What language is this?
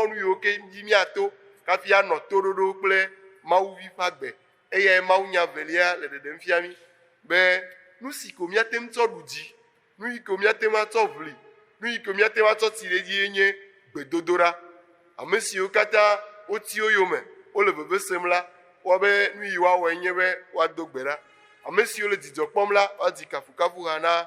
Ewe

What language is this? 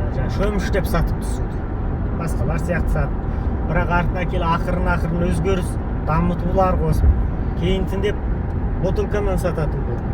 Kazakh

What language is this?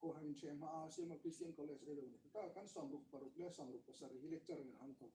Hmar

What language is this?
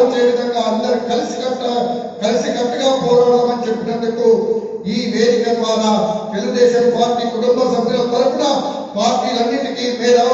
Telugu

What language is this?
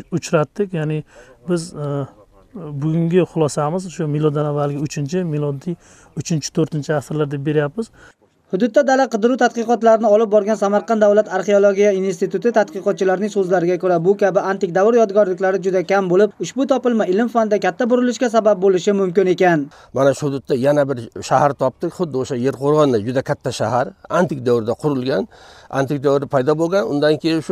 Uzbek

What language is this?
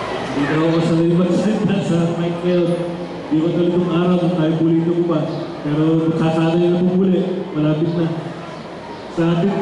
Filipino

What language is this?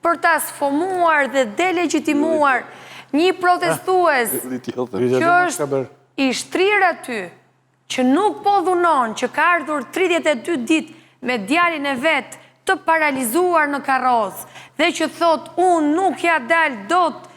Albanian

